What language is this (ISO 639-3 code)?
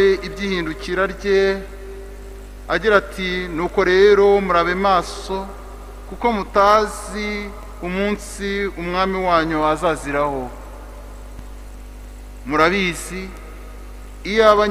kin